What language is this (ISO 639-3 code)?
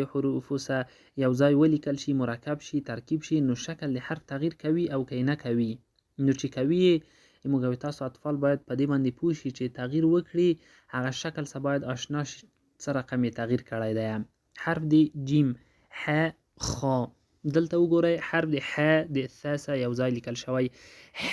pus